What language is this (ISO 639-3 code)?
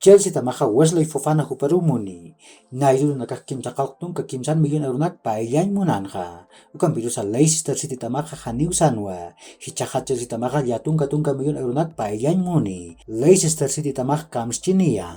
aym